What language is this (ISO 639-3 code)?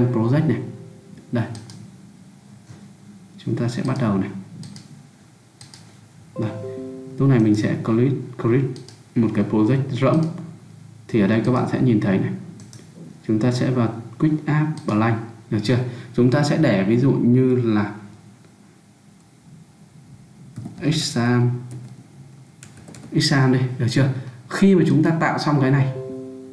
vie